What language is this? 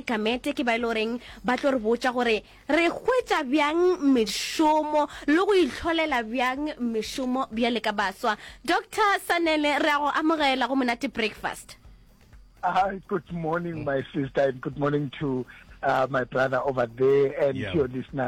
Northern Sotho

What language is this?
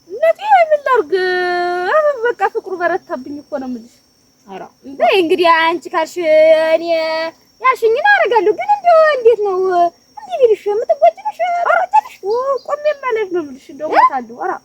Amharic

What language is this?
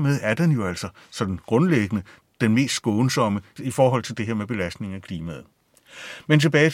Danish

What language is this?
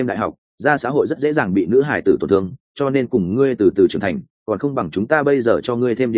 Vietnamese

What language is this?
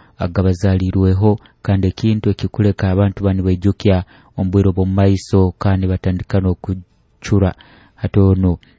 Nyoro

